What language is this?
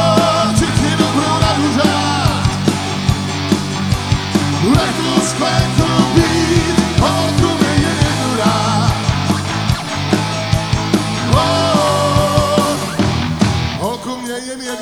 Czech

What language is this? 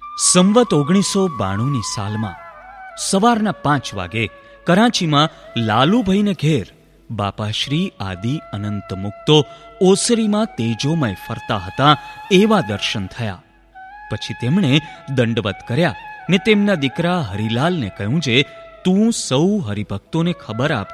Gujarati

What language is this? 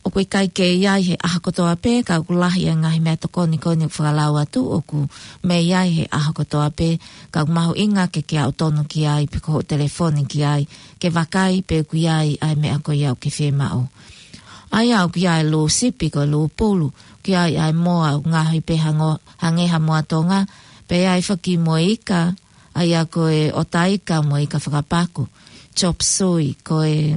Tongan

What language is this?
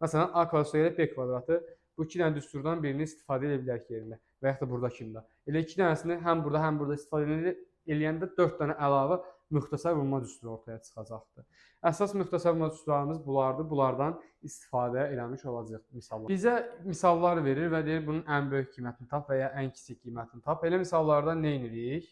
Azerbaijani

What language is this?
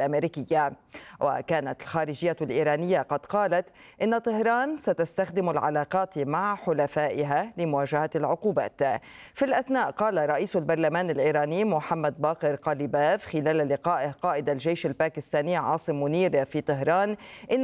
Arabic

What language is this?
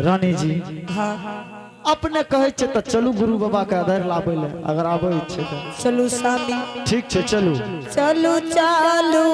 Angika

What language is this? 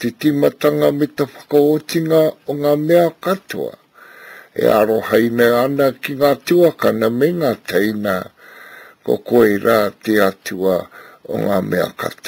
Māori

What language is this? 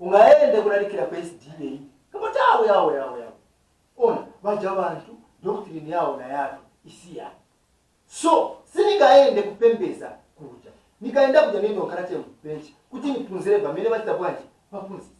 Nyanja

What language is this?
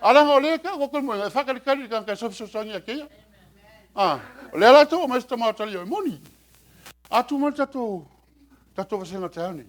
Samoan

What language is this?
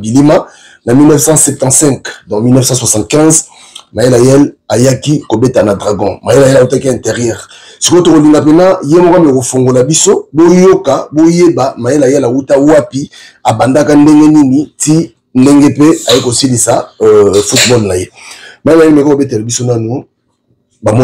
Lingala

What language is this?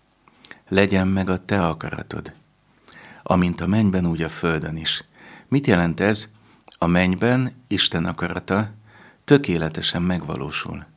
Hungarian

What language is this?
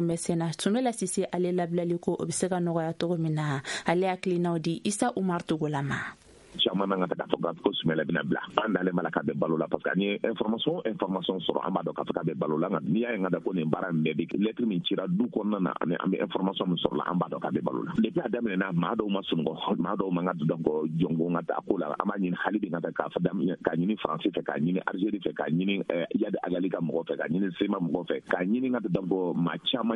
Bambara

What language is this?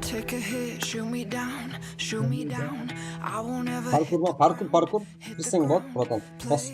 Kara-Kalpak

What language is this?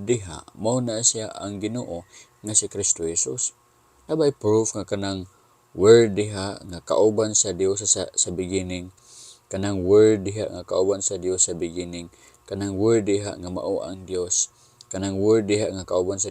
Cebuano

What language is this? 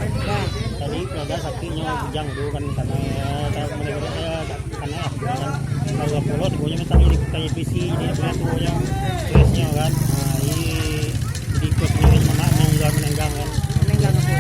Minangkabau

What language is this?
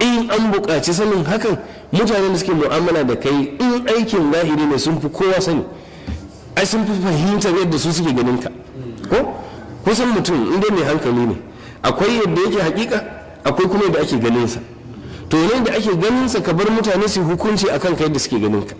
Hausa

